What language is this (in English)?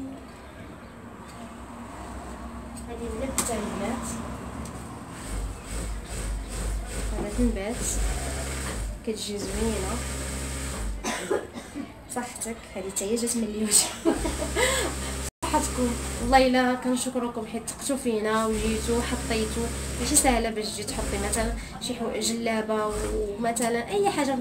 Moroccan Arabic